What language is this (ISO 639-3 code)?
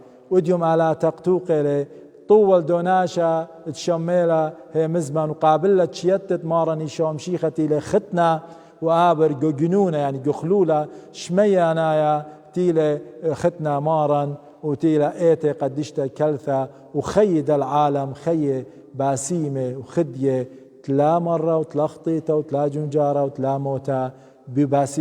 aii